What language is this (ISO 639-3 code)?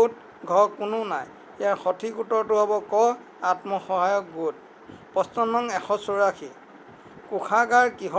asm